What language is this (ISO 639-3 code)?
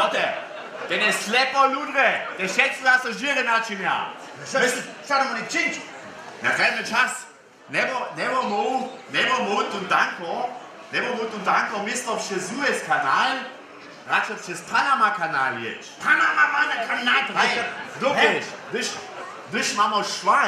hsb